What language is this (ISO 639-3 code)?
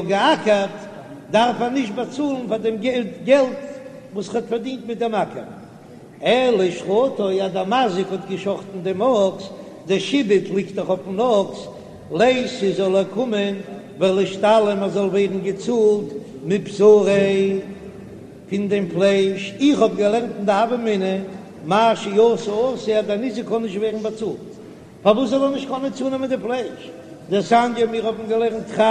yid